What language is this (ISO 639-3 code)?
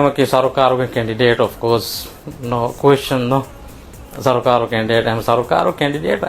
div